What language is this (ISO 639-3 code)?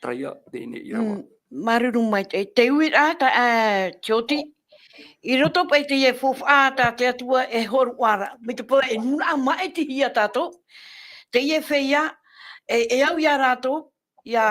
tah